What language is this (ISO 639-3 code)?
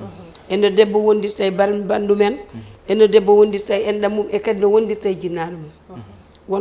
ful